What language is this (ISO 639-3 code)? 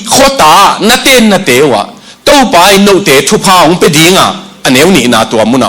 ctd